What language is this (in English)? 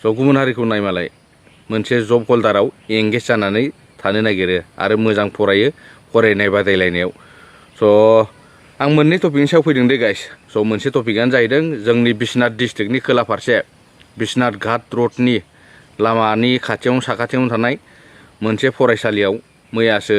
Bodo